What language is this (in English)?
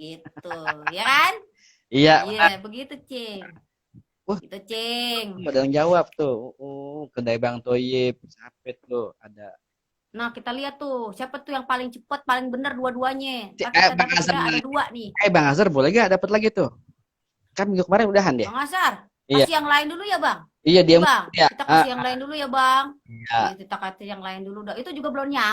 Betawi